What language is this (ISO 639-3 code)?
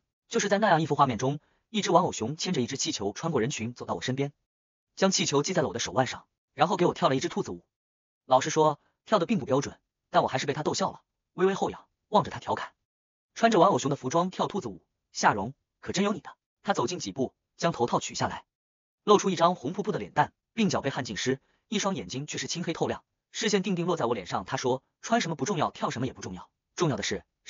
zho